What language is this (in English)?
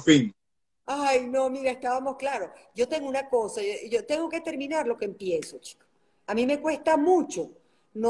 Spanish